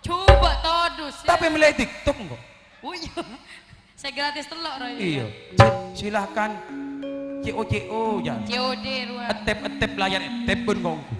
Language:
Madurese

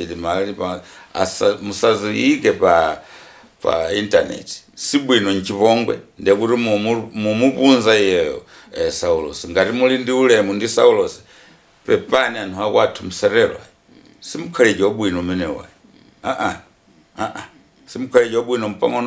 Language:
Nyanja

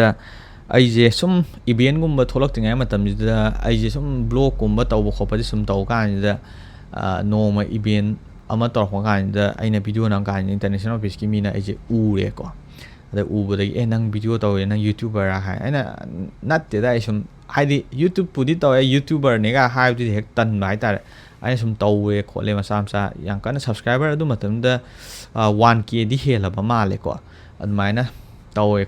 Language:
Manipuri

